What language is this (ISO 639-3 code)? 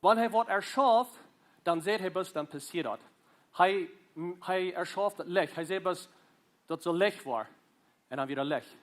pdt